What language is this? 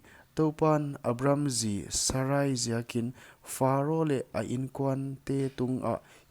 Paite Chin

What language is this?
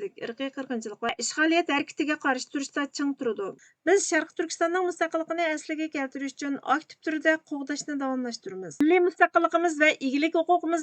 Uyghur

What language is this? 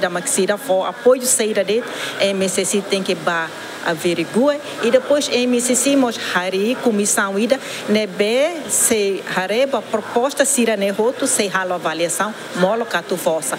Tetum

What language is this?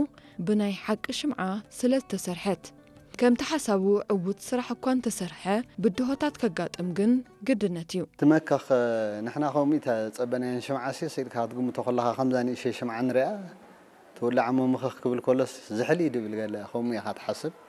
Tigrinya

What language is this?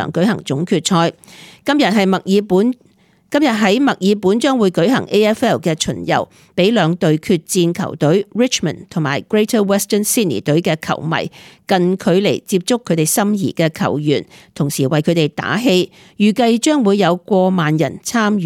Cantonese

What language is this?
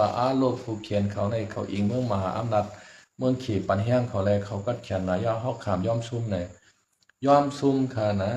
Shan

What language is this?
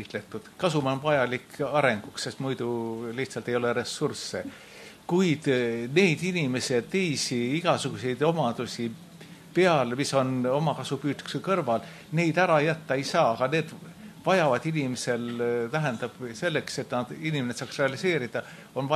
Estonian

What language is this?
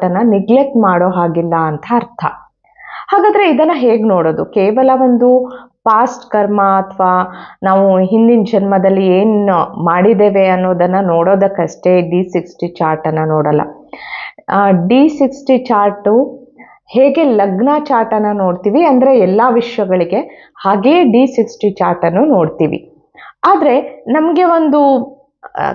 Kannada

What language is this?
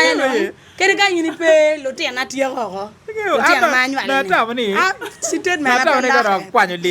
Acoli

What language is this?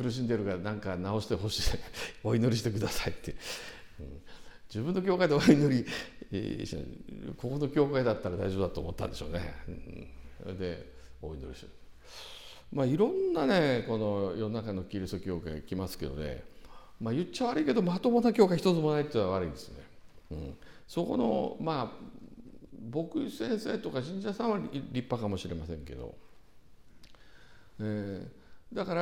Japanese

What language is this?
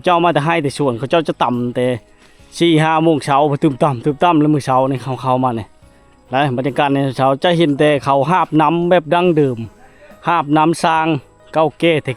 Lao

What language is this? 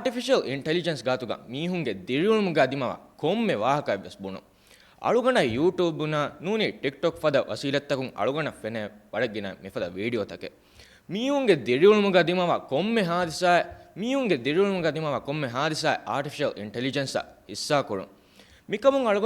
Divehi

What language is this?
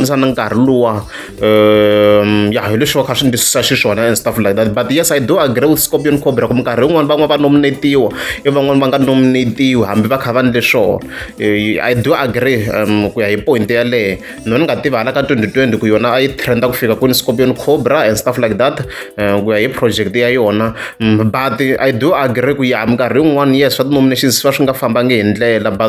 Tsonga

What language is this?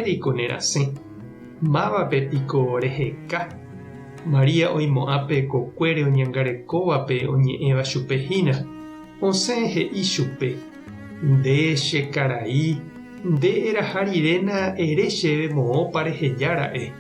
Guarani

